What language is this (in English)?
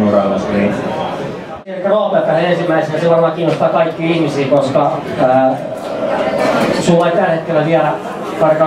Finnish